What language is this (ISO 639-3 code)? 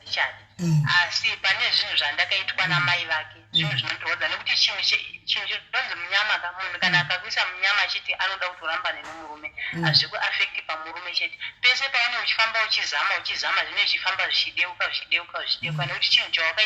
sna